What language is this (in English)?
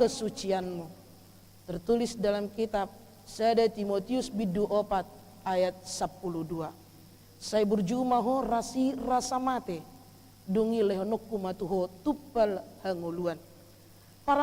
Batak Toba